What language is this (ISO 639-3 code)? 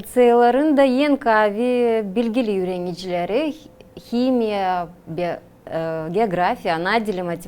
gag